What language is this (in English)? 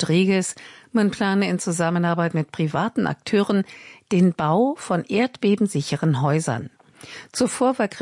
German